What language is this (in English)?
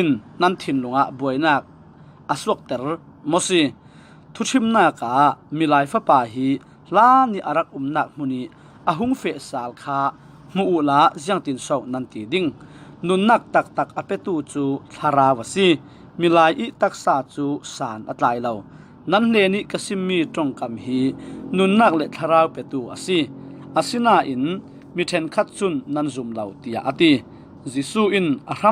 Falam Chin